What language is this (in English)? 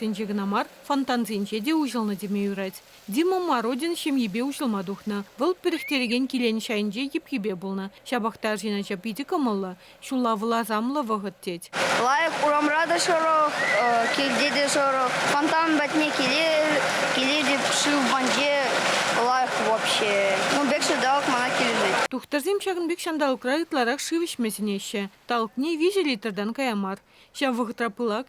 Chuvash